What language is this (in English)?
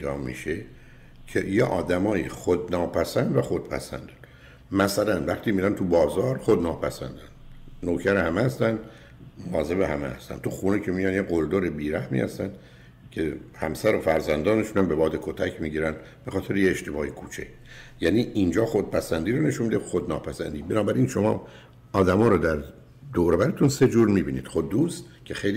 Persian